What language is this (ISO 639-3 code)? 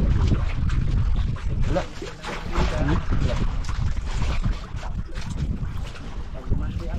fil